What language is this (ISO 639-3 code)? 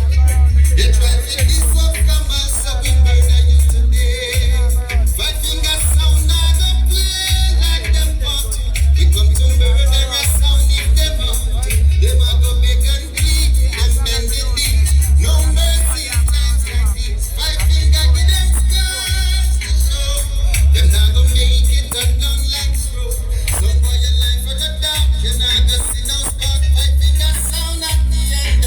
jam